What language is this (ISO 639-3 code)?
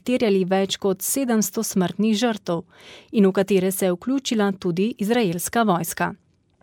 slv